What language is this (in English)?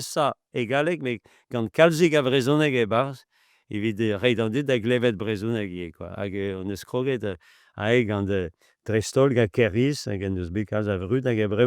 Breton